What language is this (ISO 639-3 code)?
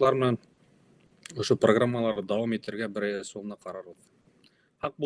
bak